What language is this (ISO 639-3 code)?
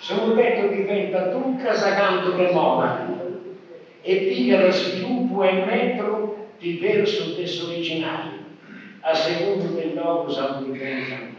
srd